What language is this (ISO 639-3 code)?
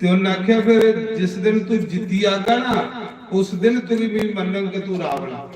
doi